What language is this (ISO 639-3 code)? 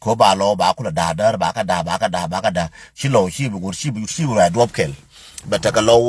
nus